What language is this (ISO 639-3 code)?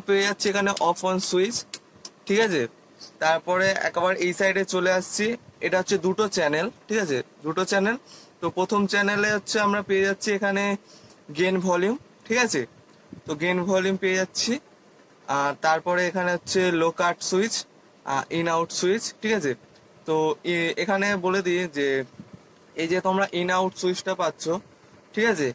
ben